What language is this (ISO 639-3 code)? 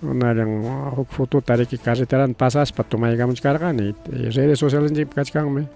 quy